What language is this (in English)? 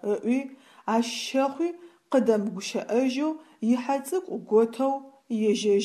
Adyghe